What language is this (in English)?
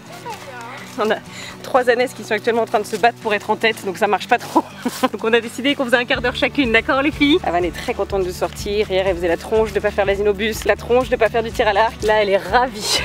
French